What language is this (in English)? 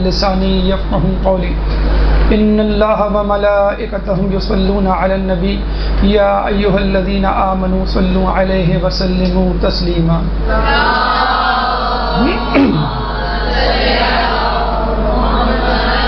Urdu